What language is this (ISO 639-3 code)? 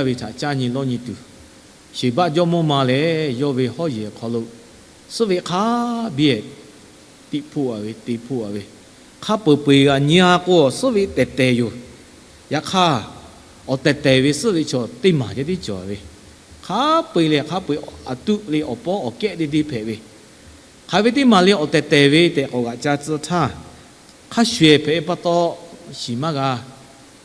lhu